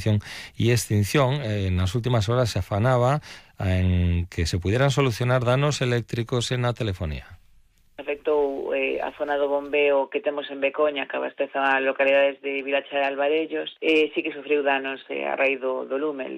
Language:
Galician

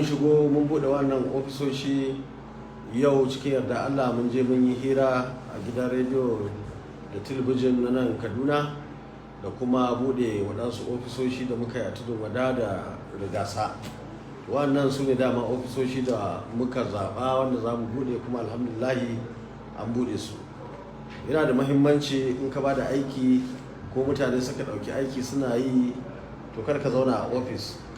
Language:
Hausa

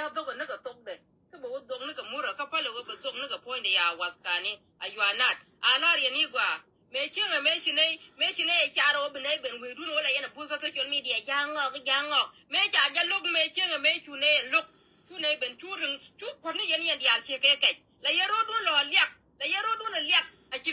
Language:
Nuer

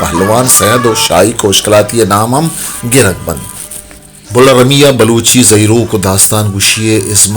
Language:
Baluchi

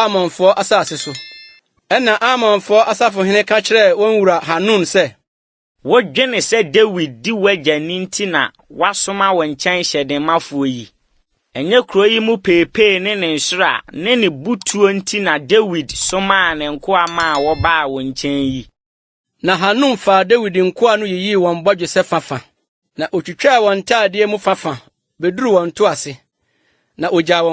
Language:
Akan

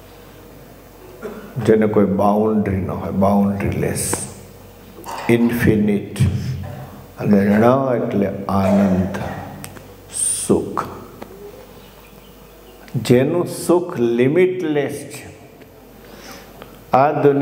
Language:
Gujarati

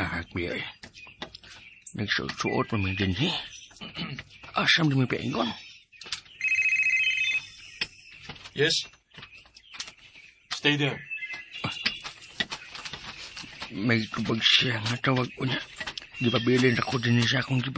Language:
Cebuano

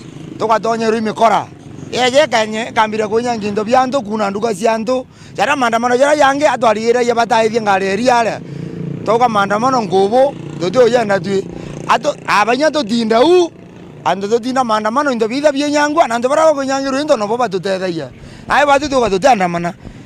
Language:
Meru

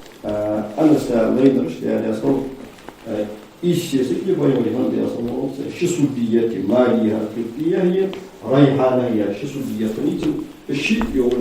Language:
Ingush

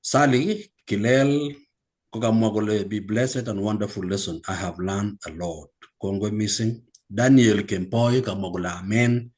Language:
Kalenjin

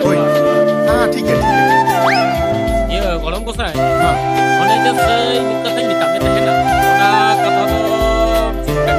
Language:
Santali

